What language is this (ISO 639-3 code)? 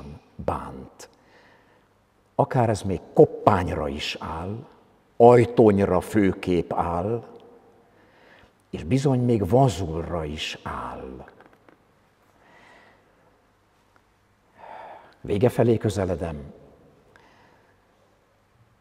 hun